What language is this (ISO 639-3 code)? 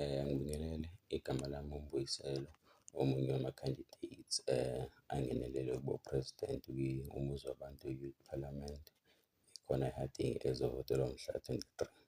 zul